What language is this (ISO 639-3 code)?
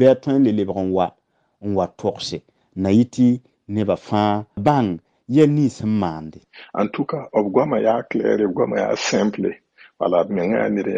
mos